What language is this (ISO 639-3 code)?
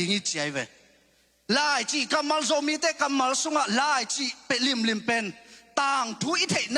ctd